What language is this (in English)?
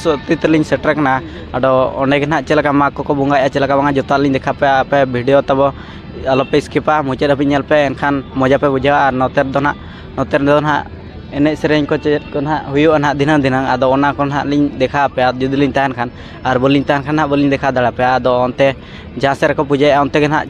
Santali